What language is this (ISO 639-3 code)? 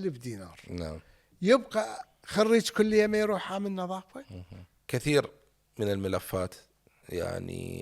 acm